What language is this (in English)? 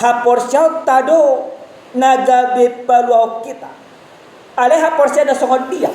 Batak Toba